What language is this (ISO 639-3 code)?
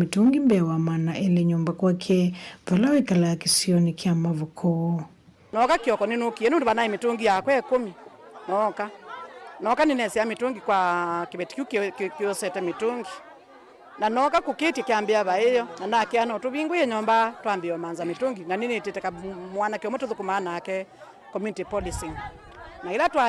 kam